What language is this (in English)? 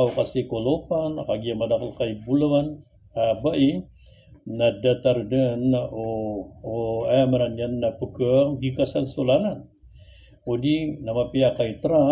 Maranao